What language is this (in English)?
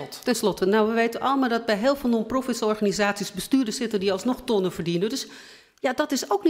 Dutch